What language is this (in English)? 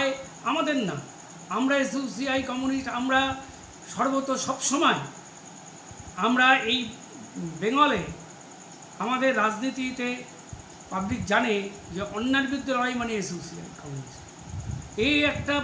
Bangla